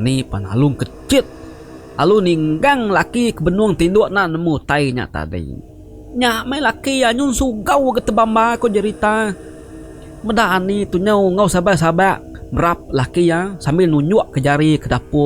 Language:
Iban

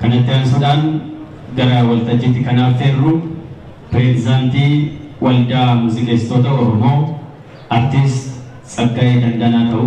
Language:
Oromo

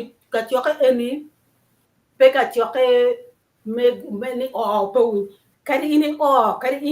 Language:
Acoli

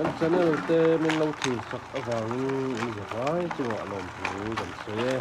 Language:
Mizo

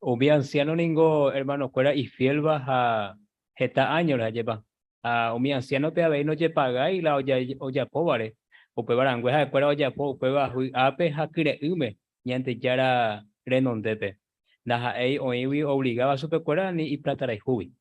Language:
Guarani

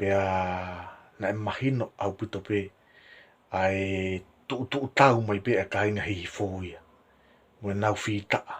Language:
Tongan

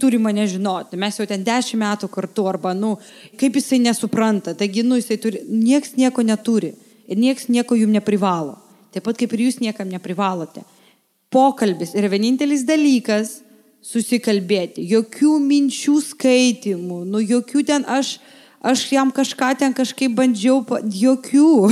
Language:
Lithuanian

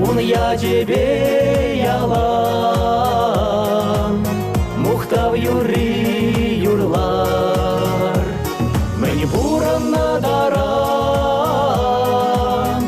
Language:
Chuvash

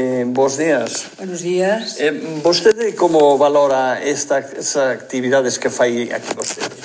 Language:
Galician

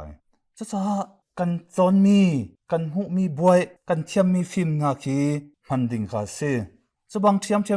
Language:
Hakha Chin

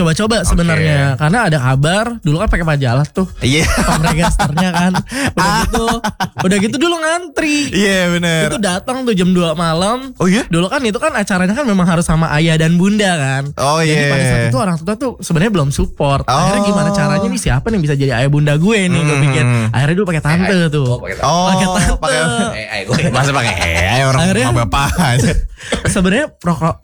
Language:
Indonesian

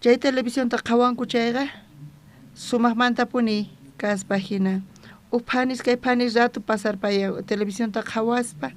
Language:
South Bolivian Quechua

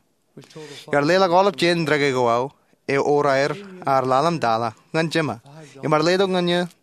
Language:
Marshallese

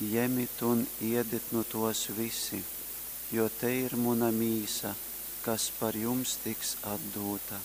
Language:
Latgalian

